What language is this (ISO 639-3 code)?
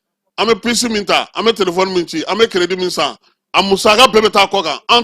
bam